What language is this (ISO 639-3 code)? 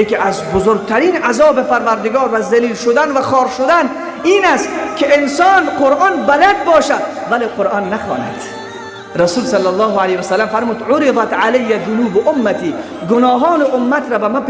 tgk